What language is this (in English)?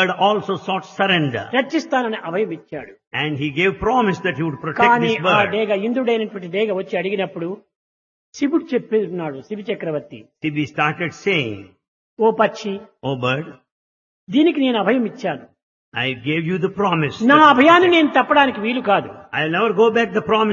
Telugu